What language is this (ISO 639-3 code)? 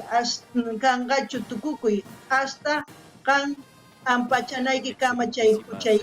quh